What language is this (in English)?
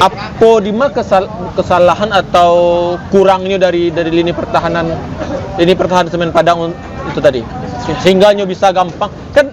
Minangkabau